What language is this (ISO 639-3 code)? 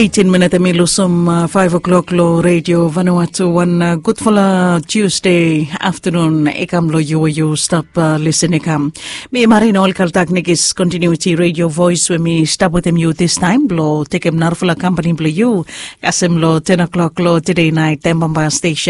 bis